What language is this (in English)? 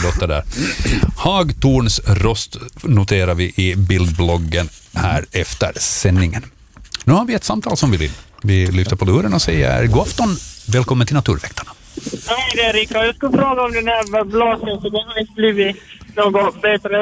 Swedish